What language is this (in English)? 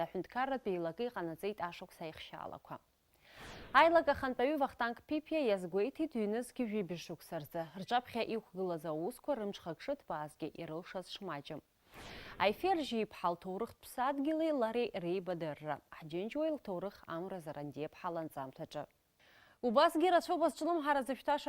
Abkhazian